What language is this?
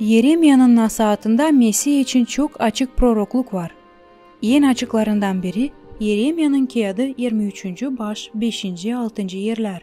Gagauz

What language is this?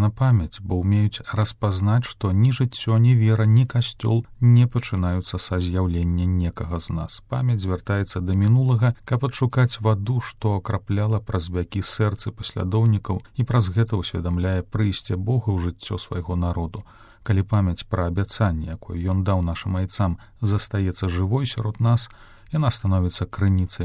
Belarusian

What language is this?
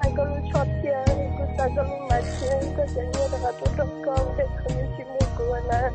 Hmong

